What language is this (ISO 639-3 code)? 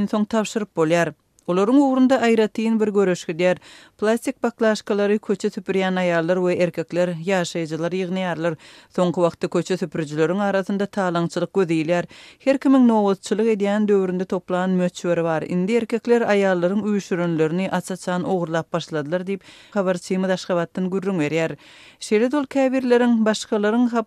tuk